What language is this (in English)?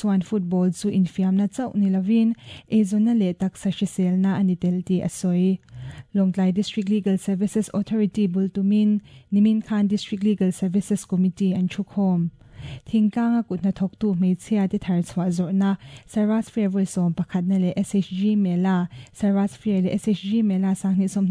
Mizo